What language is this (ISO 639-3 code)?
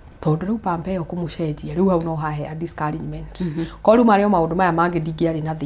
kik